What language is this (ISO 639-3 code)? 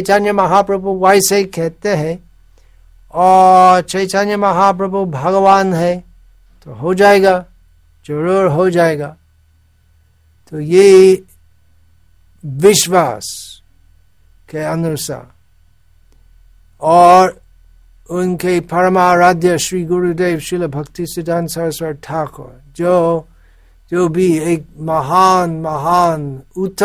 hin